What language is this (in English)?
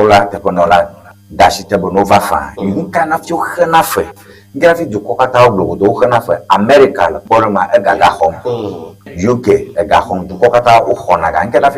Ewe